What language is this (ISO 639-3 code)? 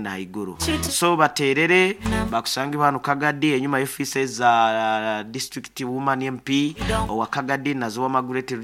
nyo